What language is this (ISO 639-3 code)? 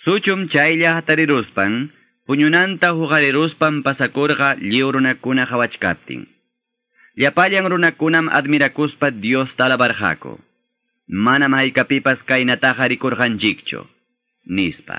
que